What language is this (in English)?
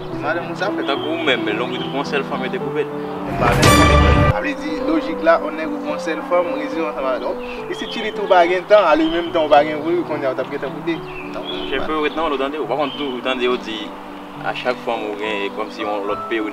Haitian Creole